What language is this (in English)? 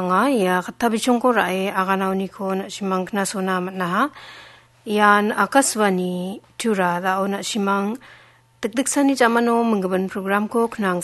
Garo